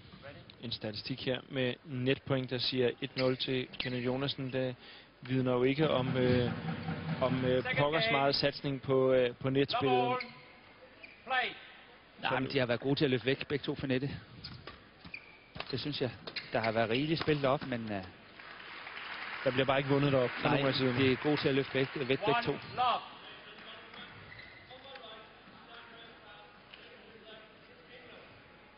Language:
Danish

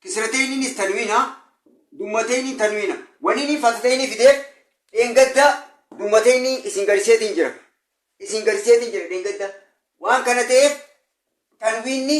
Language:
Oromo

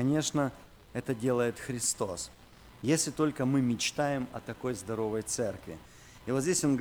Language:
Russian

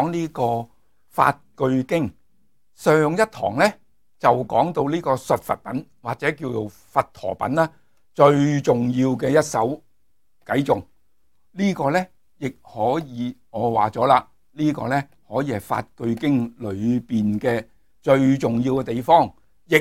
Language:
Cantonese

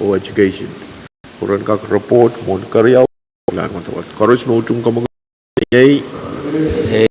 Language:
Pohnpeian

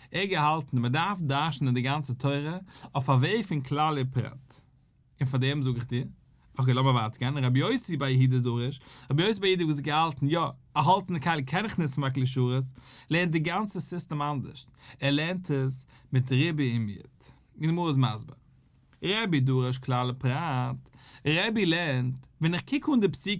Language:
Yiddish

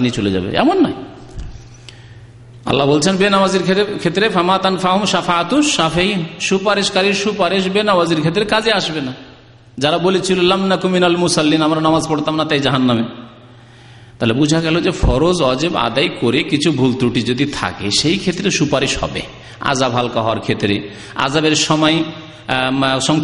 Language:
Bangla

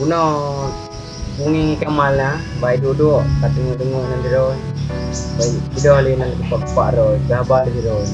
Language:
Achinese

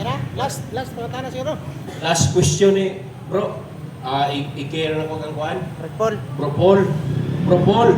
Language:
Cebuano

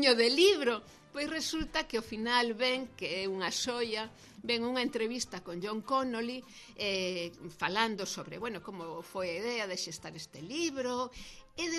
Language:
Galician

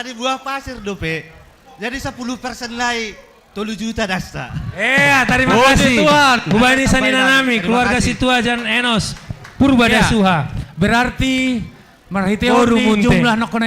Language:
Batak Simalungun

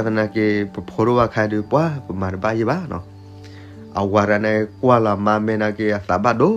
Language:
S'gaw Karen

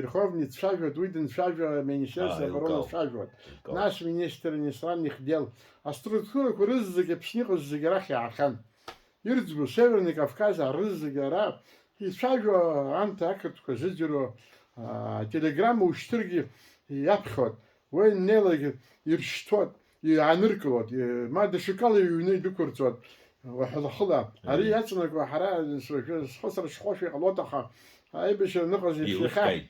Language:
Abkhazian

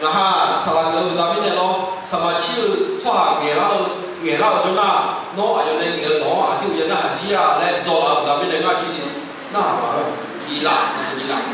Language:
Akha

